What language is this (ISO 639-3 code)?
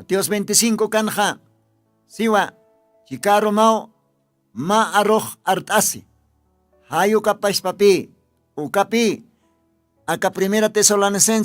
aym